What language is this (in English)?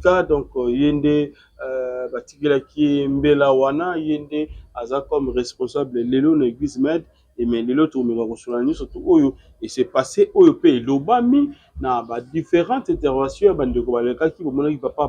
Lingala